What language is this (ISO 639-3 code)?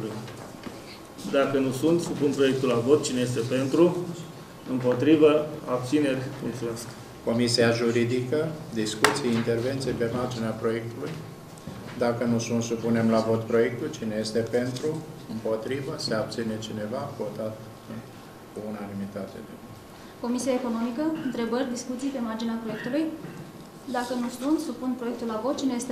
ron